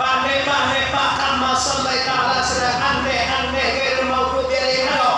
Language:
Minangkabau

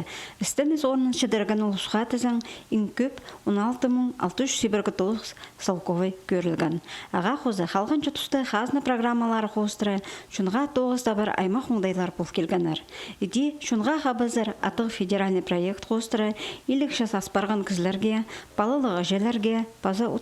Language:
Khakas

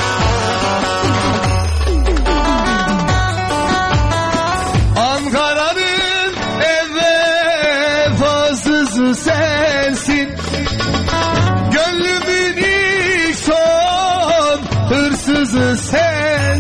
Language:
Turkish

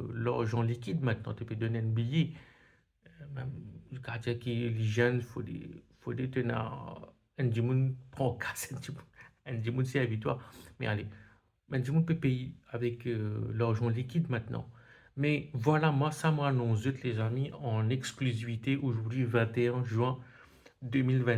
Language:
Morisyen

